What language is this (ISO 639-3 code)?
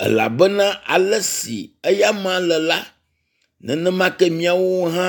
ewe